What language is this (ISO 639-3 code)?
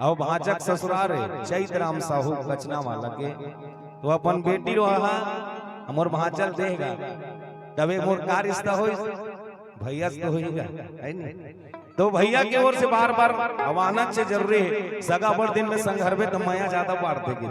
hne